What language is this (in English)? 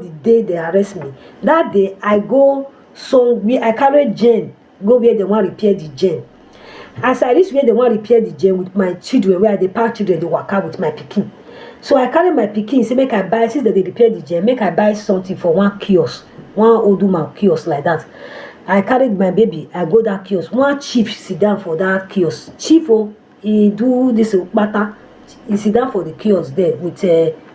Nigerian Pidgin